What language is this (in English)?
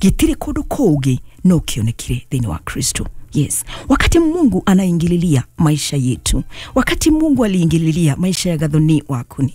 Kikuyu